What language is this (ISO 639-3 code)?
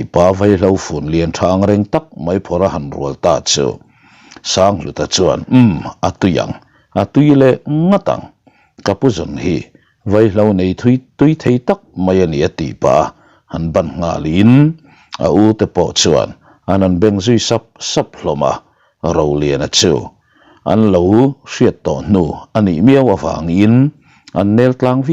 lus